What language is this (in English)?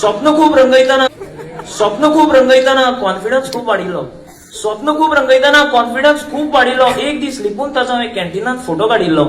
Konkani